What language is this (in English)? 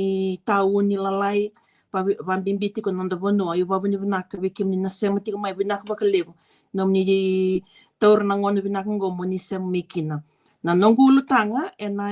Fijian